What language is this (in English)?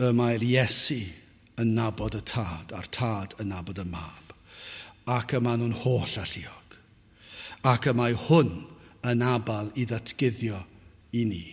Welsh